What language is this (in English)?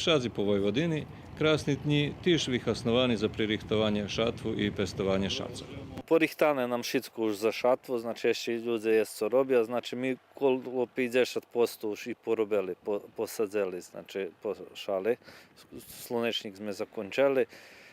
Rusyn